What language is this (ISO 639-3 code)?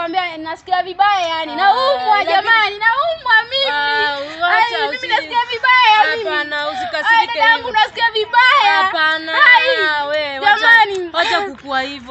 swa